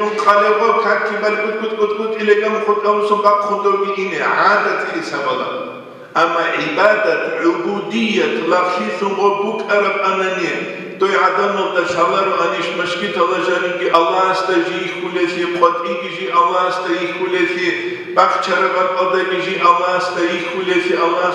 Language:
Avaric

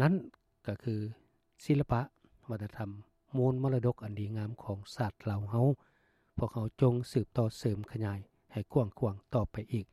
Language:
Lao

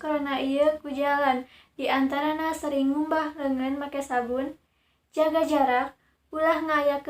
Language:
Sundanese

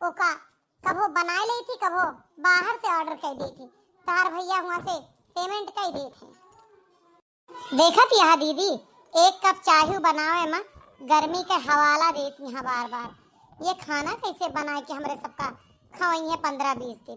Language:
Awadhi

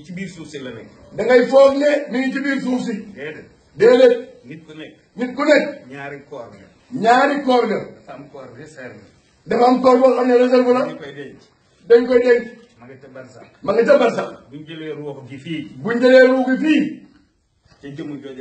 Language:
Wolof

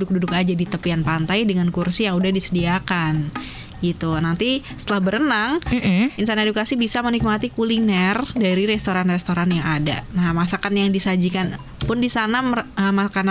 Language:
Indonesian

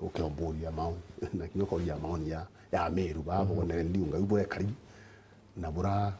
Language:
Meru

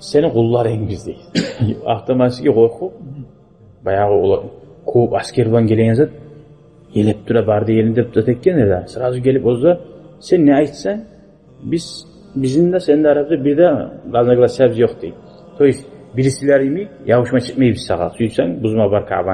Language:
Kumyk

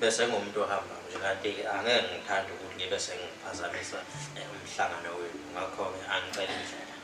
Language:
Zulu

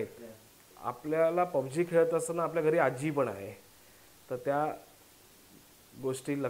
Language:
Marathi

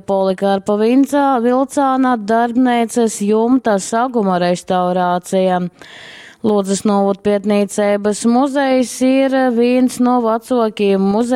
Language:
Latgalian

